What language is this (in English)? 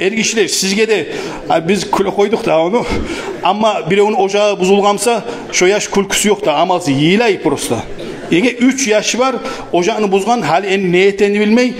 Kumyk